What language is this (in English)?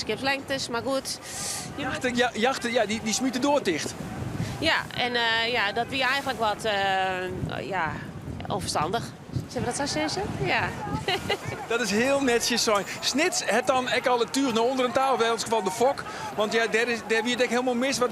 Western Frisian